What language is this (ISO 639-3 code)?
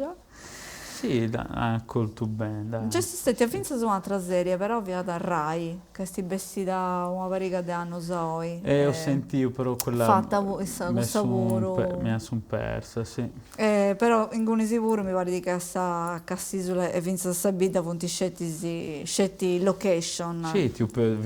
srd